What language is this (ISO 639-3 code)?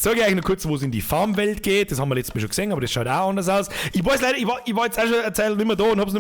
bar